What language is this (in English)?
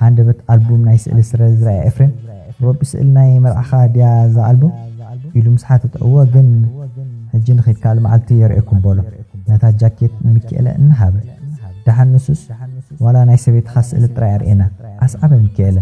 Tigrinya